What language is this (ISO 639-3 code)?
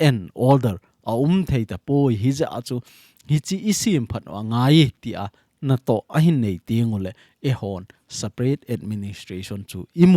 tcz